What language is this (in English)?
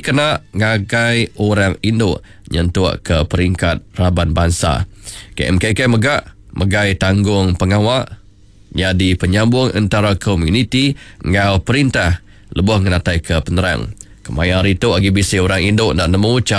Iban